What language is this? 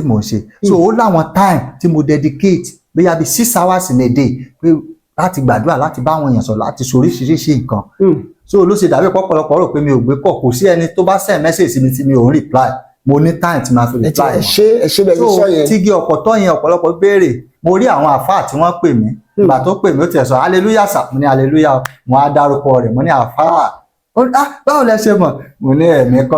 Yoruba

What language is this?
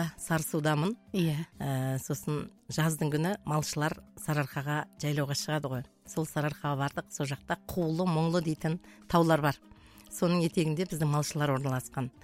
Kazakh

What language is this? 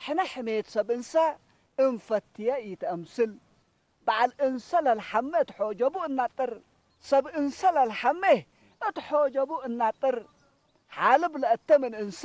Tigre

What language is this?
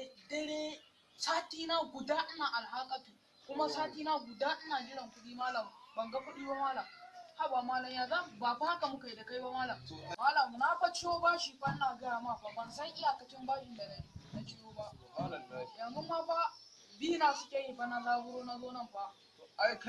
Hausa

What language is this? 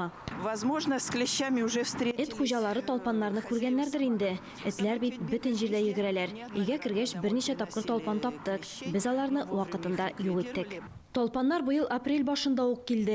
Tatar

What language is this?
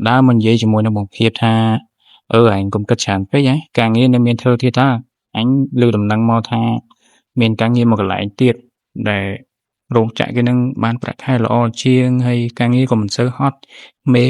Khmer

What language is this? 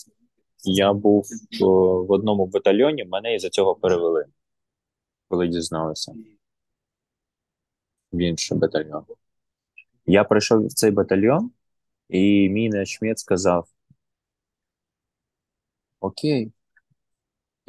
Ukrainian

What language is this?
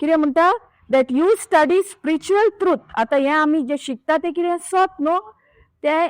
Konkani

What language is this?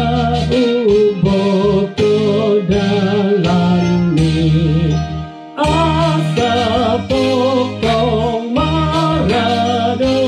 Batak Toba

